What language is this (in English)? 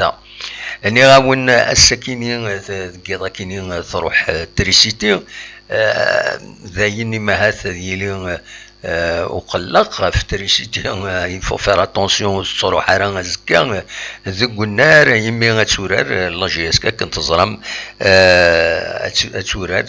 Kabyle